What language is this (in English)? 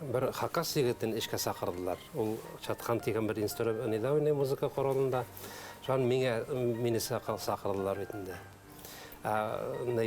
Bashkir